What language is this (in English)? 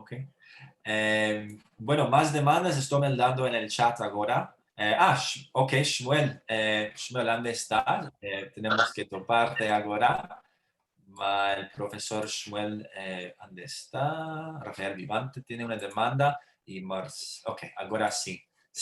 Ladino